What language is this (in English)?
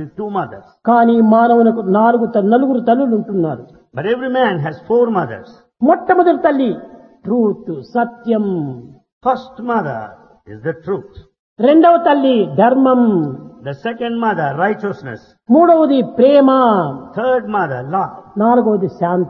Telugu